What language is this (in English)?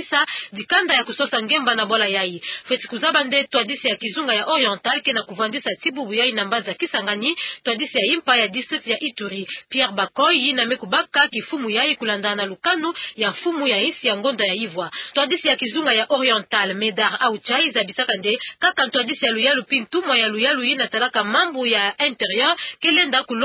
Kituba (Democratic Republic of Congo)